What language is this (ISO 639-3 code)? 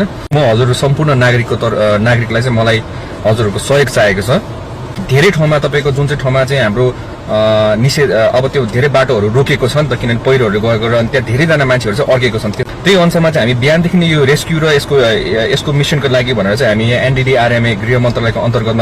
nep